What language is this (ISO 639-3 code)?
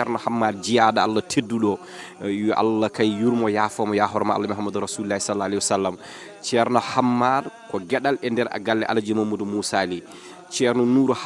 ful